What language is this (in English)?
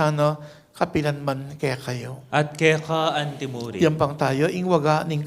Pampanga